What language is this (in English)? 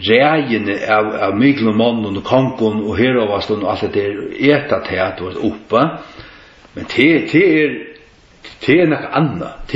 Faroese